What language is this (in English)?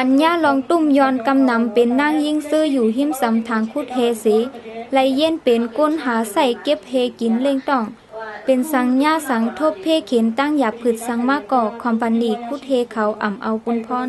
Shan